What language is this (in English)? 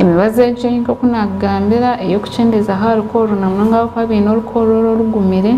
Nyankole